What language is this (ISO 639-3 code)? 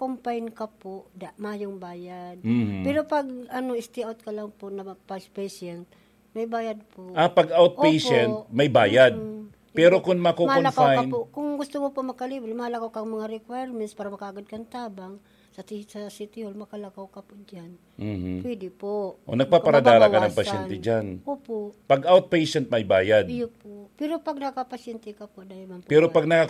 bik